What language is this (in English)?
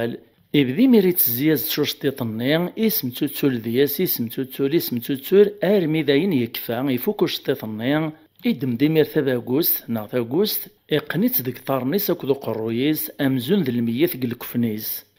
Kabyle